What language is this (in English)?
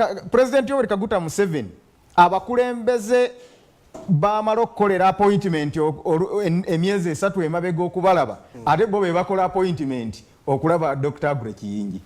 Soga